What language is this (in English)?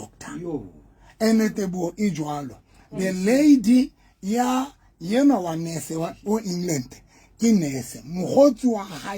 Southern Sotho